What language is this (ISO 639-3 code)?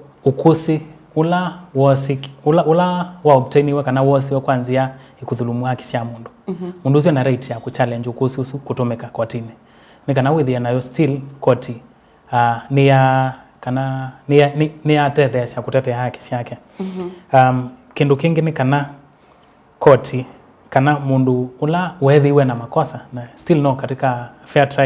kam